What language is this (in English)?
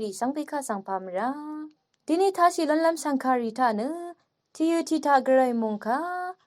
Rawang